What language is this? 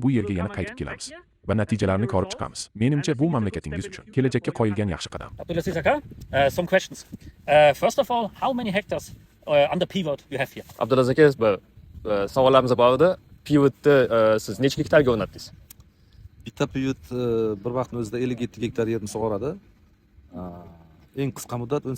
Uzbek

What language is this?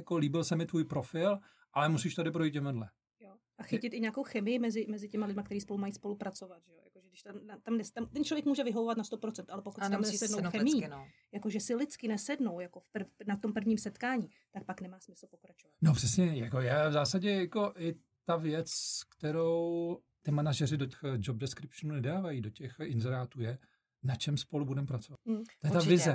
Czech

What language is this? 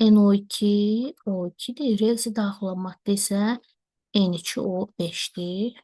Azerbaijani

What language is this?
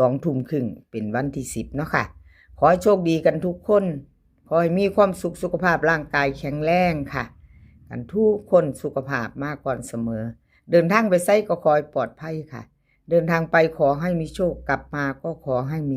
Northeastern Thai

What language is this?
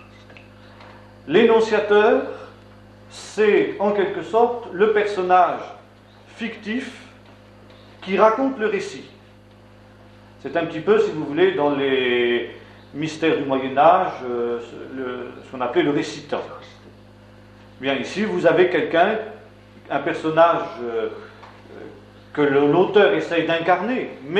French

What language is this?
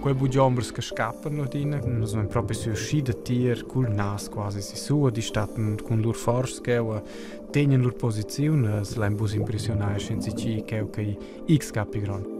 Romansh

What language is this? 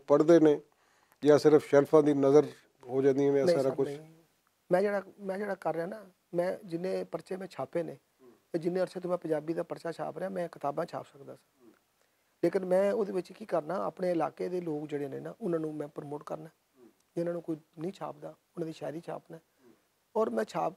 Western Panjabi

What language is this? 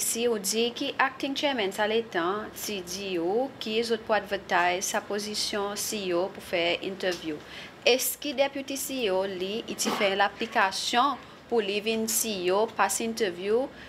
Seselwa Creole French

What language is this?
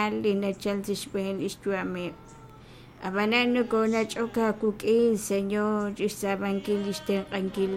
Kekchí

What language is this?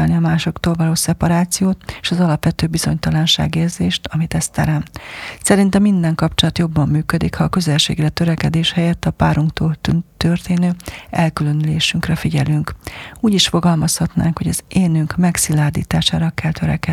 Hungarian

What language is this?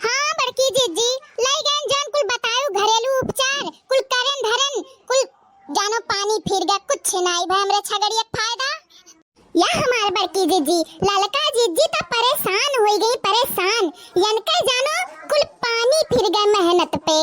Awadhi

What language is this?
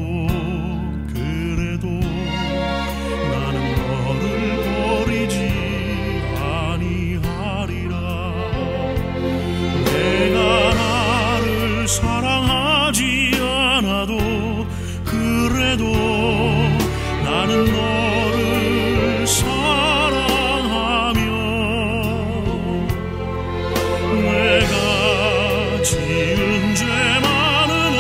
Korean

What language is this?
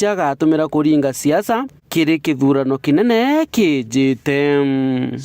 Meru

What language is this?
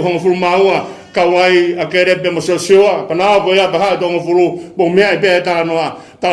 Tongan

